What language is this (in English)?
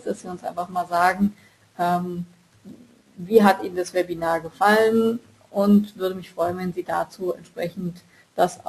German